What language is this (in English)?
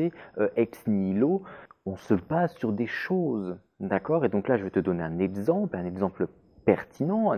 French